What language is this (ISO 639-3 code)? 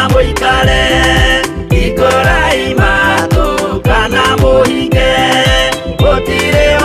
kik